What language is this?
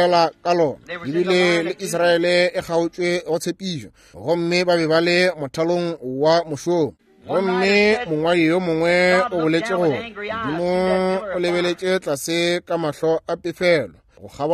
Northern Sotho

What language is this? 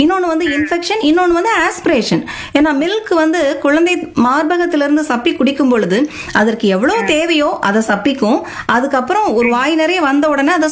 Tamil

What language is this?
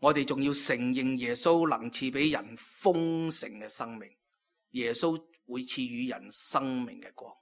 Cantonese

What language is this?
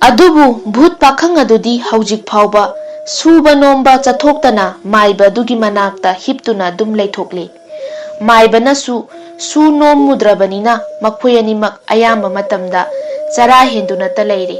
Manipuri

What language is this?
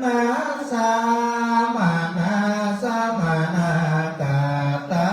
Pali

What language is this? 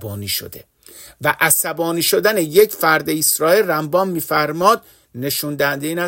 Persian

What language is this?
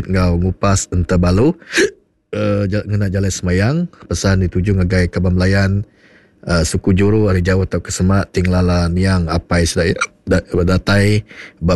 Iban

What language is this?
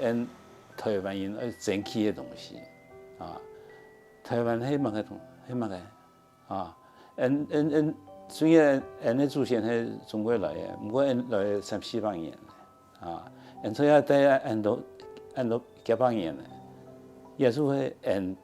Hakka Chinese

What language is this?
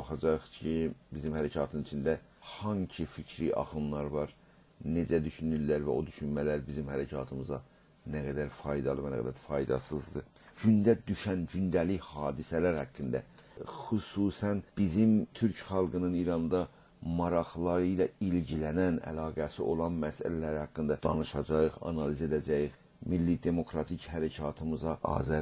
South Azerbaijani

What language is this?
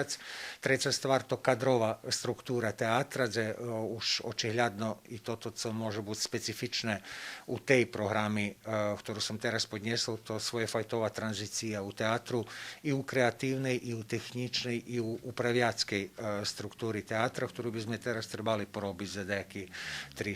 Rusyn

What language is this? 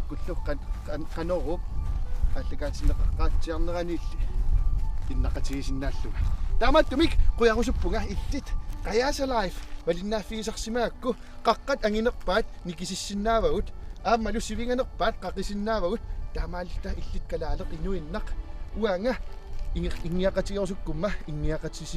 Kalaallisut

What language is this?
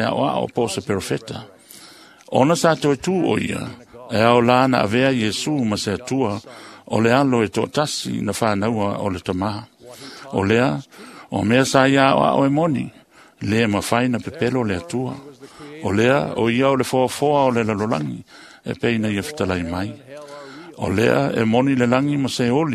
Samoan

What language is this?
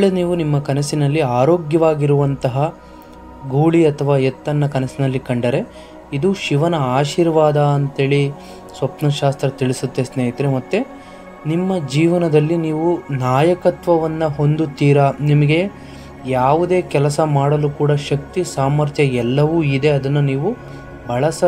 Kannada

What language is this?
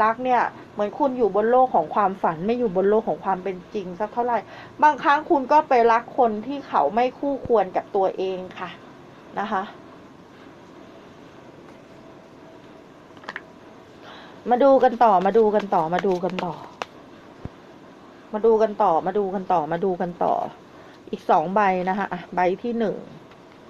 Thai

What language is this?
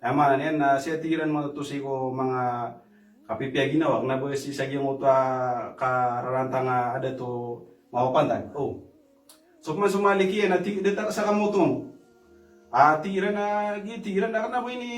Maranao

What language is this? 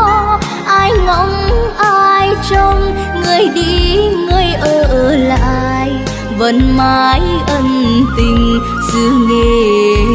Vietnamese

